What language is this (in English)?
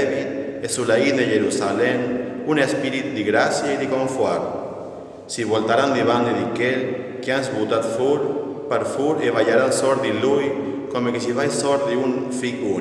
Friulian